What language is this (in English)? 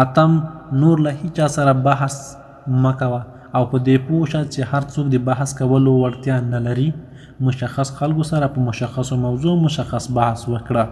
Pashto